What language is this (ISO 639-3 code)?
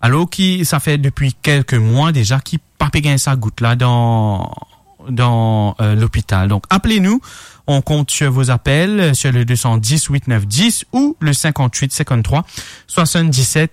mfe